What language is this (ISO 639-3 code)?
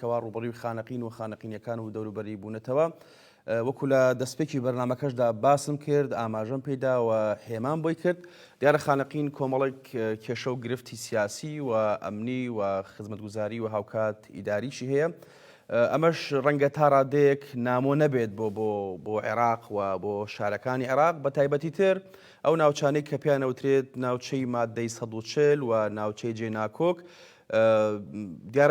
ckb